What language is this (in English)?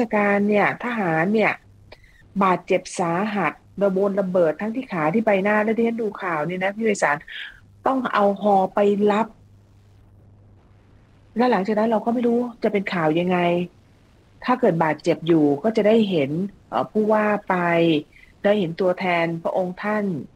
Thai